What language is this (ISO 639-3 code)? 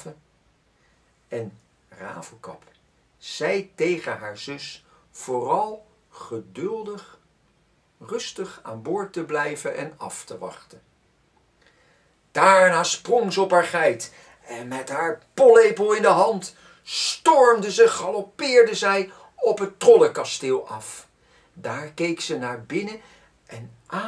nld